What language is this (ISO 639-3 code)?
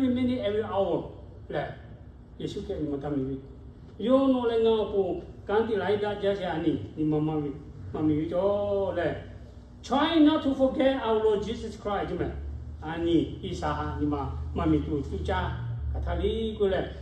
lhu